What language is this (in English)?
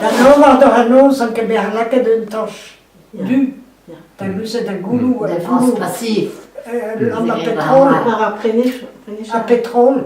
Breton